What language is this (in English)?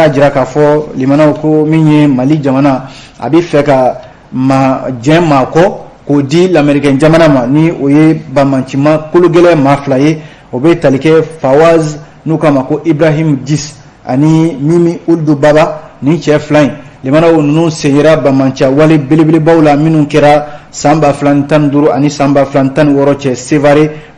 Bambara